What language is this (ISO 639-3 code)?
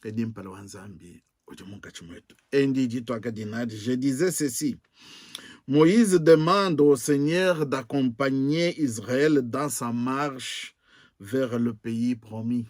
lua